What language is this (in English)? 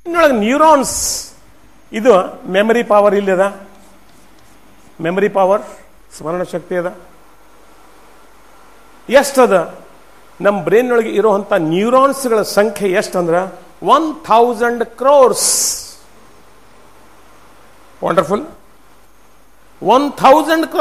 Kannada